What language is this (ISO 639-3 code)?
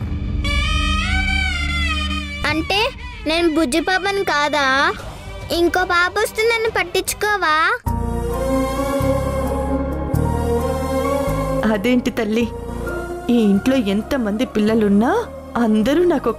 tel